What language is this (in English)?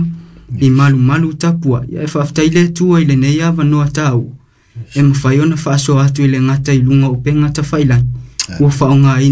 Samoan